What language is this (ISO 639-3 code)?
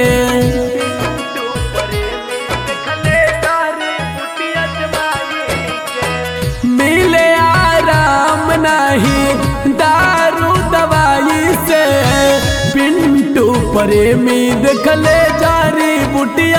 bho